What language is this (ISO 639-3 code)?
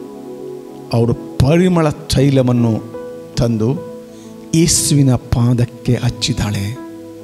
kan